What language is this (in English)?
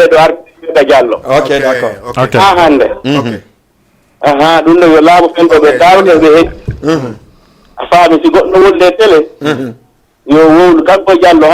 Fula